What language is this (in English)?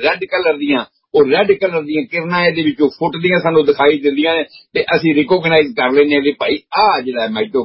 Punjabi